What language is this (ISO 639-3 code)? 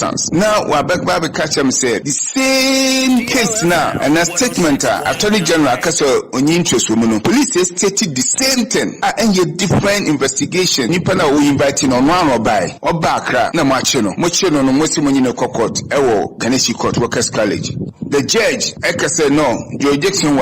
aka